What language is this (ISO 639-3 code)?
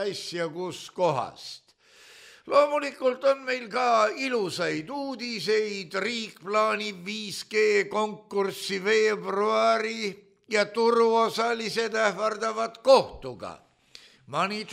est